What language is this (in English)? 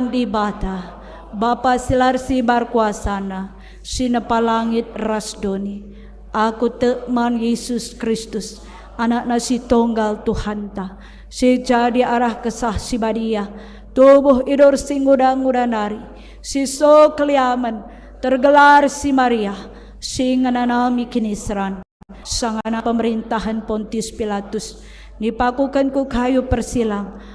Batak Karo